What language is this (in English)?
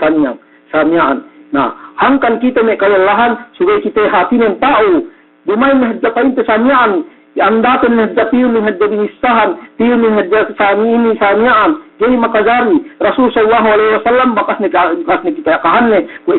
Yakan